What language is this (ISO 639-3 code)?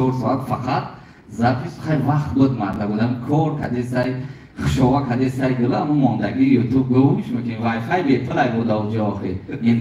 tgk